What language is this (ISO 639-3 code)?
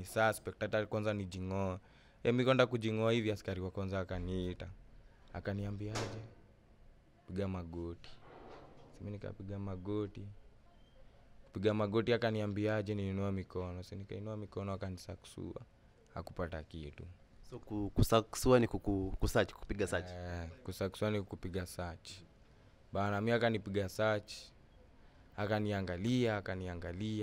swa